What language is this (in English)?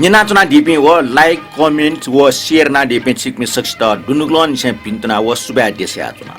Newari